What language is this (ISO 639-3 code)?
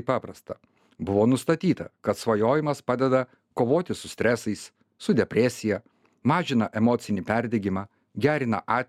lit